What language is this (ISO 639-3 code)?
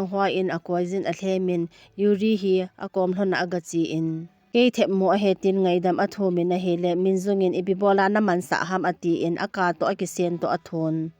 tcz